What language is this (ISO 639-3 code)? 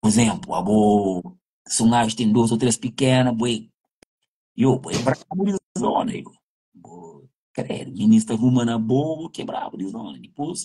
kea